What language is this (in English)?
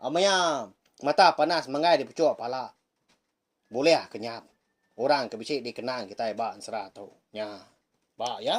Iban